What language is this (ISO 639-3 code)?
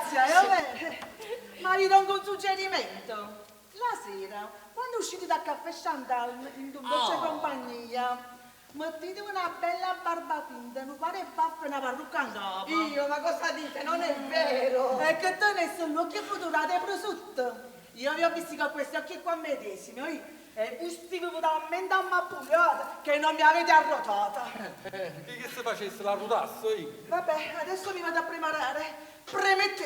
nap